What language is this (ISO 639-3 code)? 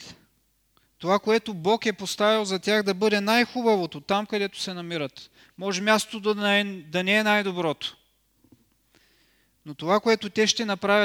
bul